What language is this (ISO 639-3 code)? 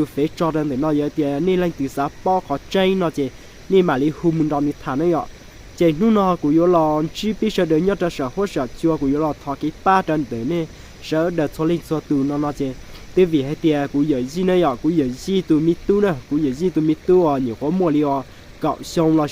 hmn